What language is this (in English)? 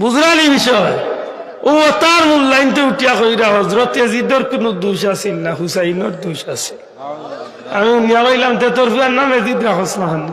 Sylheti